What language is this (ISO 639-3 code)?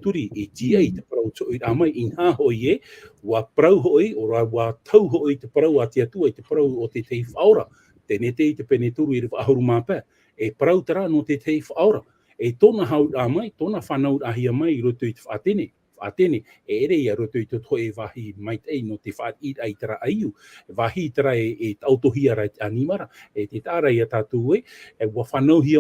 tah